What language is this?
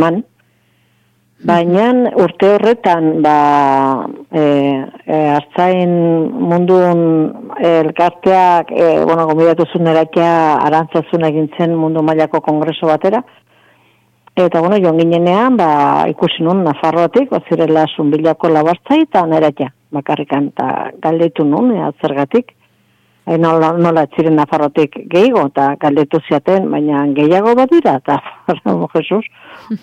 Basque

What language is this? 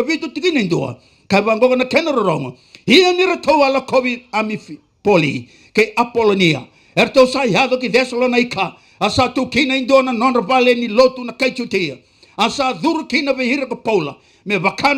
Fijian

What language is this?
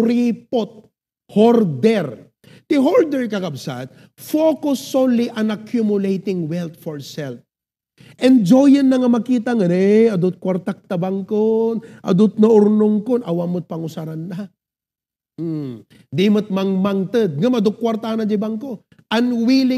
Iloko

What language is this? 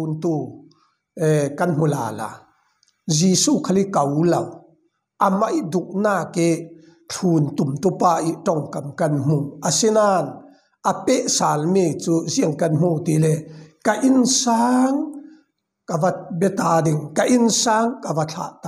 Falam Chin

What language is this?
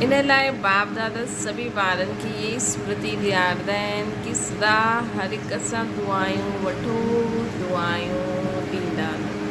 Sindhi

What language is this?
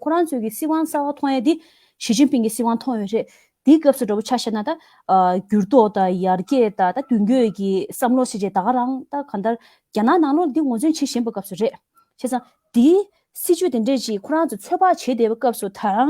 Tibetan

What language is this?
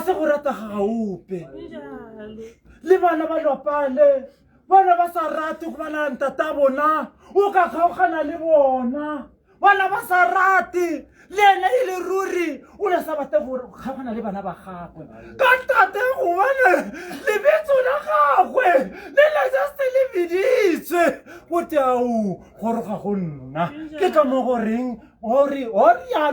Tswana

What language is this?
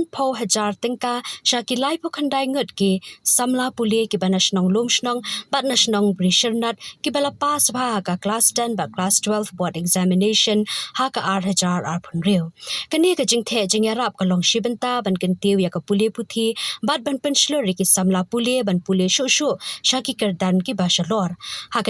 Khasi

